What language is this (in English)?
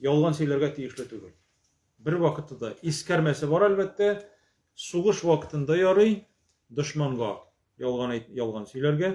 Tatar